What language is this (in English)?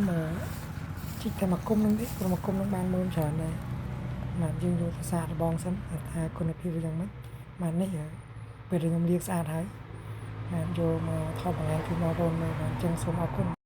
Khmer